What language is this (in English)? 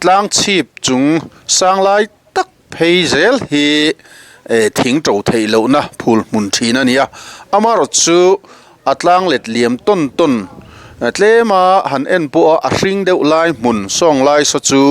Mizo